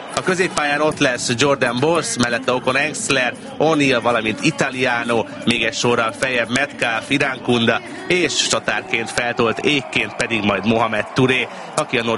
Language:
Hungarian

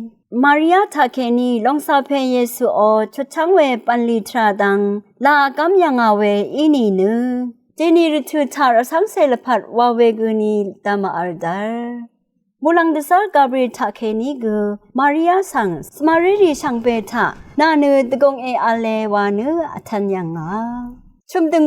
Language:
Rawang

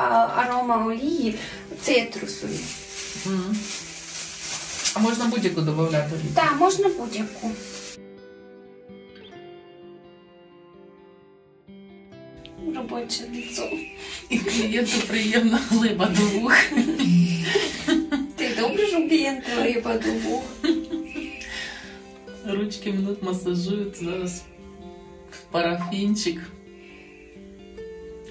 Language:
Ukrainian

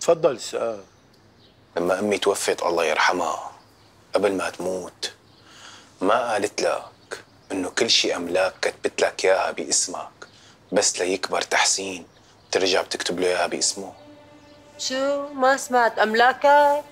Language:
North Levantine Arabic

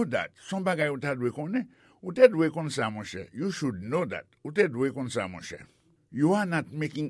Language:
Haitian Creole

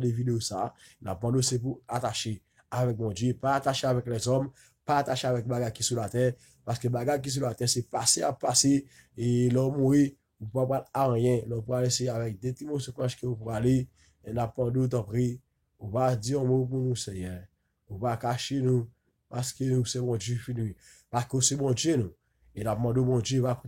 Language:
Haitian Creole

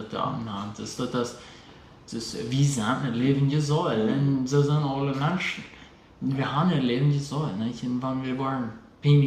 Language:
Plautdietsch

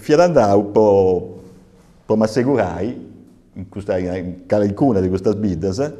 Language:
Sardinian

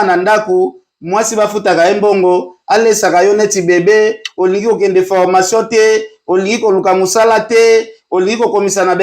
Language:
Lingala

